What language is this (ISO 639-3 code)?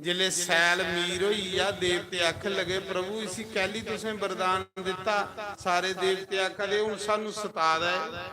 doi